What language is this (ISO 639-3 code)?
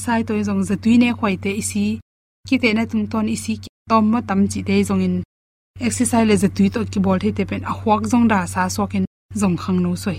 ctd